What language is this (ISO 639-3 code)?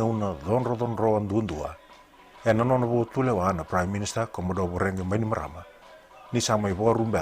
fij